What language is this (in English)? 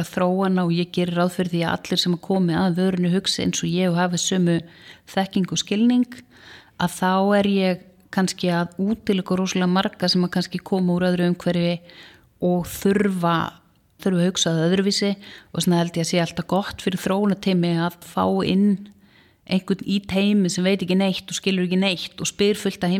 Icelandic